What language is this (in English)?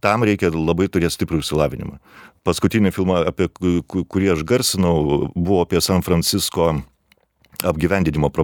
Lithuanian